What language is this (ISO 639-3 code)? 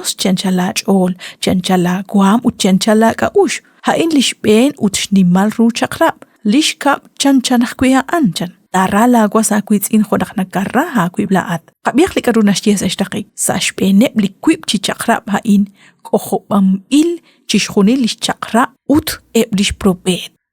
kek